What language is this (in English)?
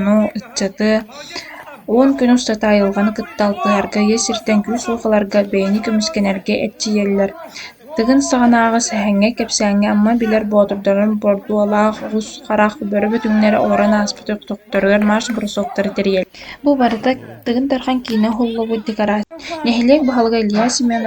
Yakut